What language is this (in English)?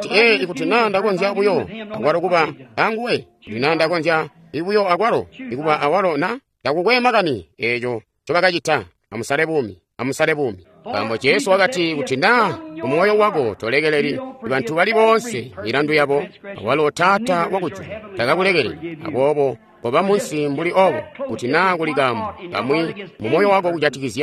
Tonga (Zambia)